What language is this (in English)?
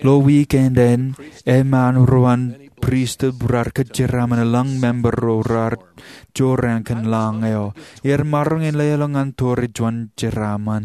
Marshallese